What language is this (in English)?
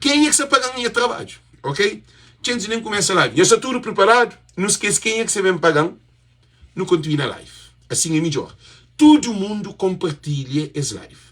Kabuverdianu